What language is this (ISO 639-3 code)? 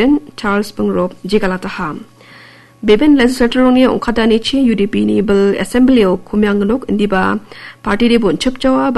grt